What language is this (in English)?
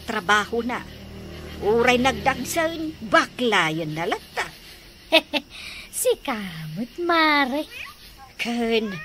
Iloko